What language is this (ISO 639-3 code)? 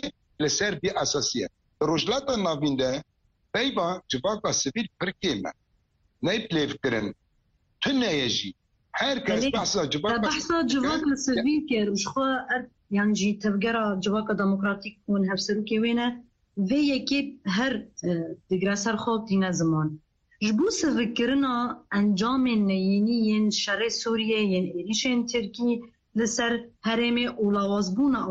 kur